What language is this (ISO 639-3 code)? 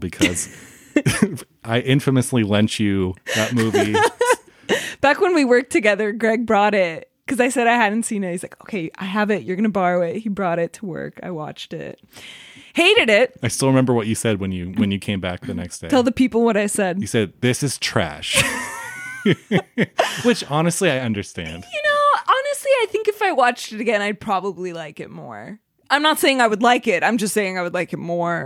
eng